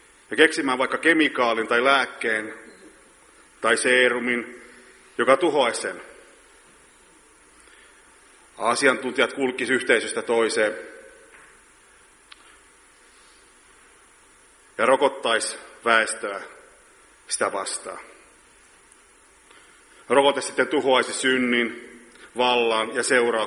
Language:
Finnish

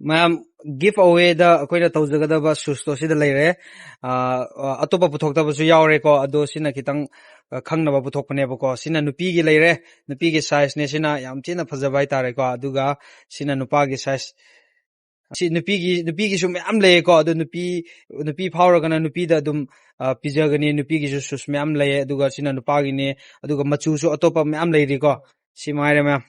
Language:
Manipuri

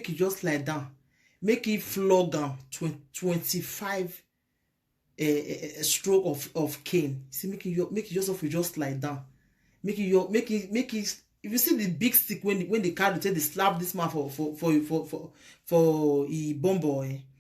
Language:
Nigerian Pidgin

